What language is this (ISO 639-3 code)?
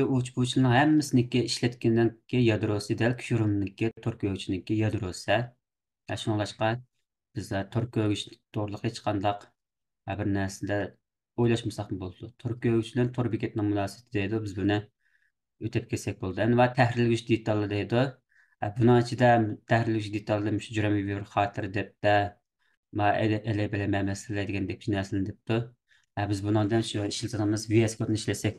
uig